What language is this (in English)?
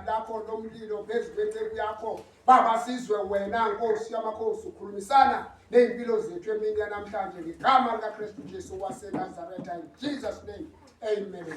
Zulu